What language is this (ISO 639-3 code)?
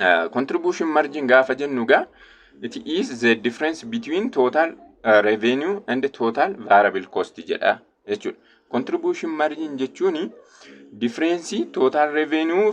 orm